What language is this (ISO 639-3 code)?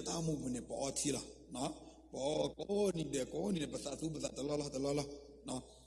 ksw